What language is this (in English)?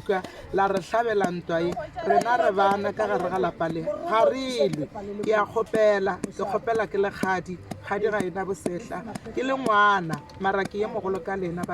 Northern Sotho